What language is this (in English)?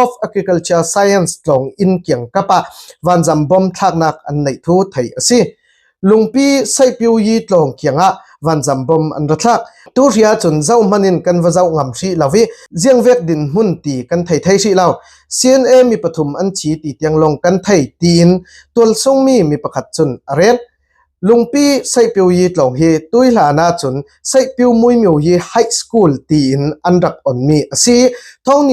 Falam Chin